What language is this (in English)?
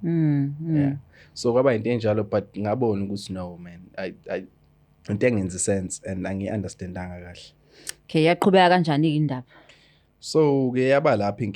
Zulu